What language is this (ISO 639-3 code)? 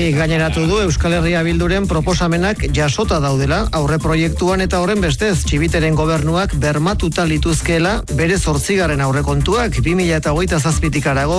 eus